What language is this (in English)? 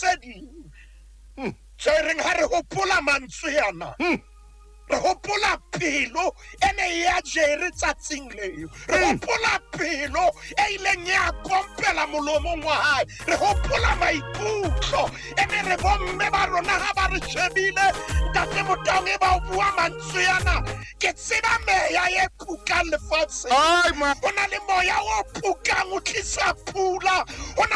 Southern Sotho